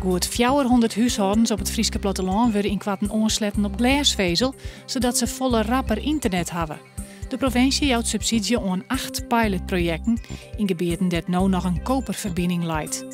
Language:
Western Frisian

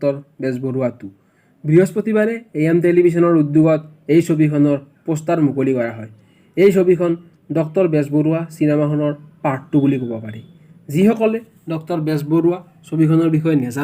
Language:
Assamese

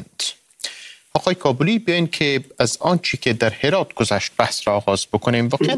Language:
Persian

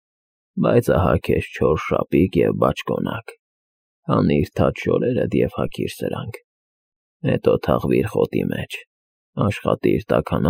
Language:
Armenian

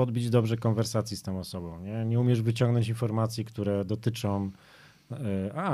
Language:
Polish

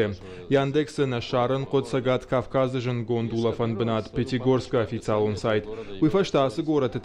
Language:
Ossetic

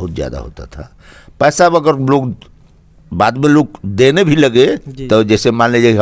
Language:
Bhojpuri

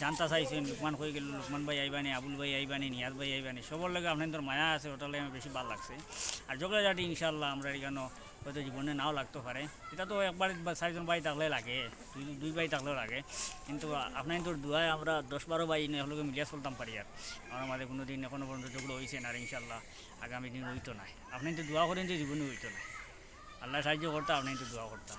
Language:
Sylheti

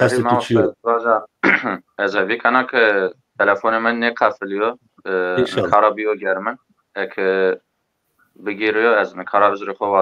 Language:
Zaza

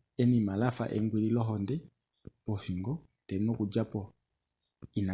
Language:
Kuanyama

